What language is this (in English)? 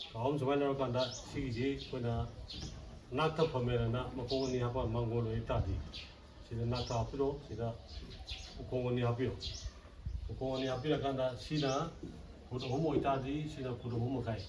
Manipuri